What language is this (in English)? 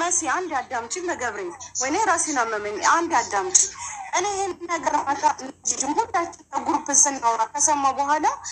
Amharic